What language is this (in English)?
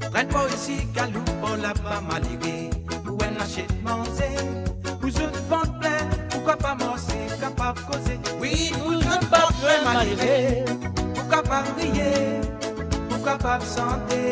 Morisyen